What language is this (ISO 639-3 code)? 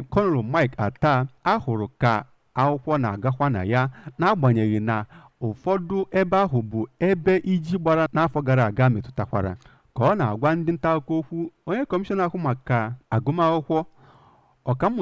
ibo